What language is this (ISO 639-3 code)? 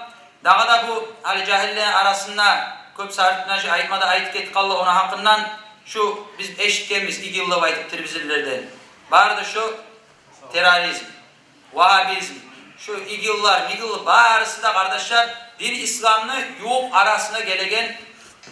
kum